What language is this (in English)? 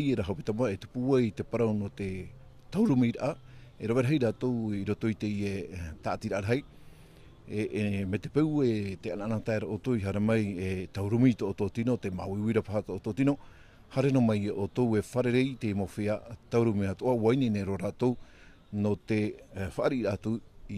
Tahitian